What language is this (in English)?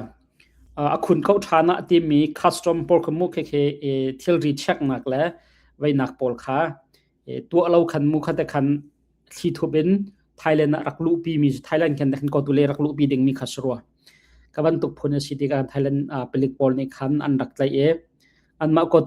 Hakha Chin